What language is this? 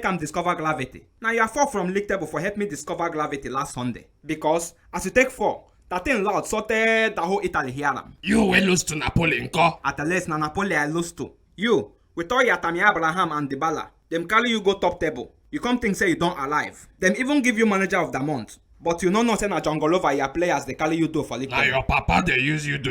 Nigerian Pidgin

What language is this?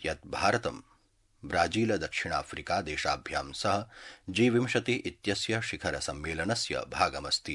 Sanskrit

